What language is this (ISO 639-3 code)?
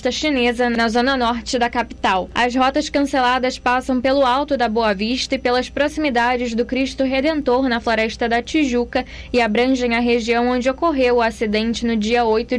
por